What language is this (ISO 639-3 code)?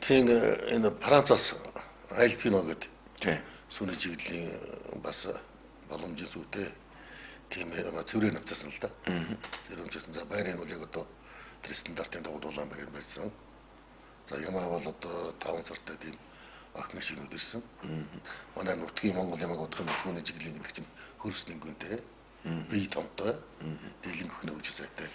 mon